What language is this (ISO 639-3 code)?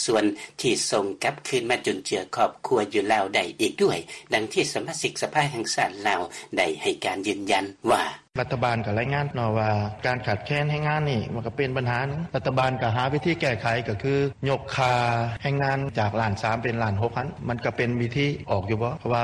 lao